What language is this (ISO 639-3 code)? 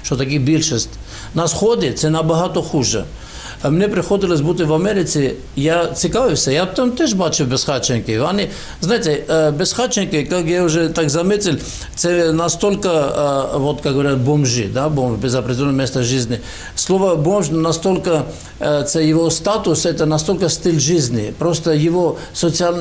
ukr